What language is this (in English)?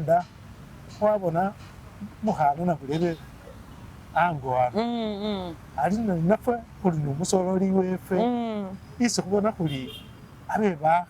Masaaba